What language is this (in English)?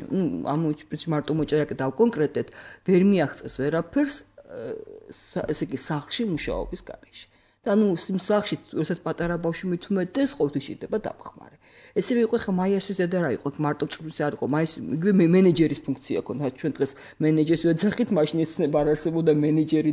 Georgian